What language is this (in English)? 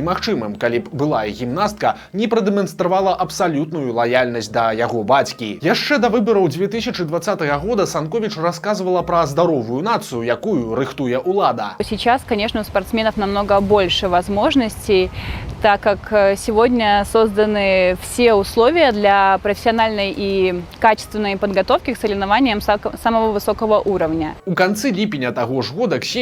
Belarusian